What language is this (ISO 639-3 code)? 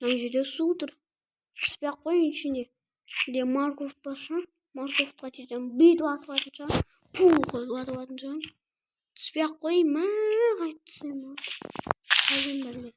kaz